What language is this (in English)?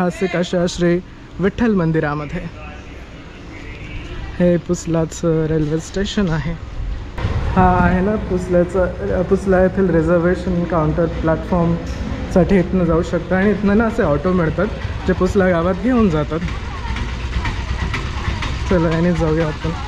Marathi